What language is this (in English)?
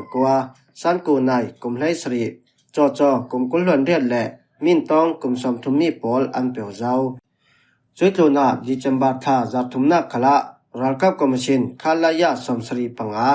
Falam Chin